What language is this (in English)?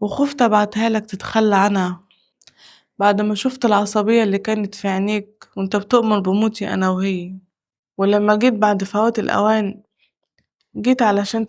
Egyptian Arabic